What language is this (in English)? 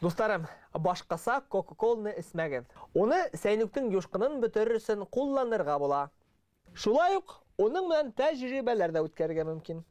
Bashkir